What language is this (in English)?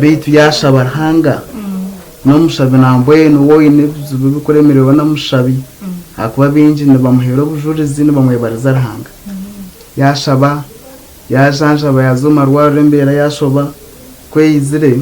Nyankole